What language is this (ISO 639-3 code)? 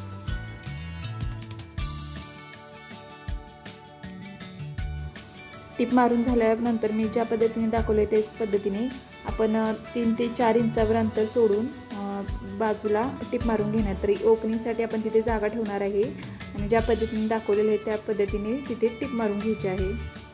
mar